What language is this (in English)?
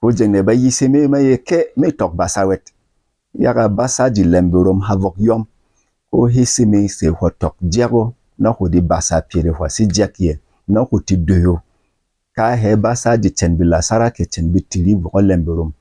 Berom